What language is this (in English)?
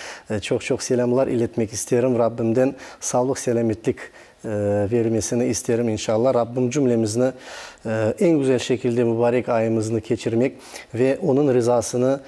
Crimean Tatar